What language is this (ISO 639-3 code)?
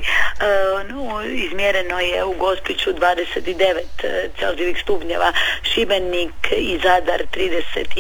hrv